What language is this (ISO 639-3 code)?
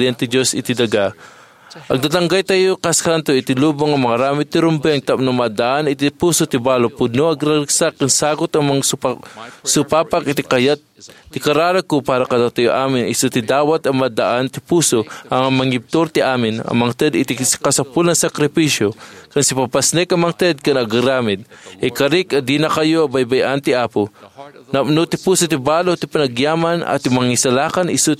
ilo